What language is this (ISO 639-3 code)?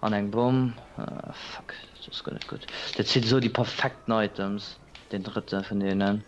ltz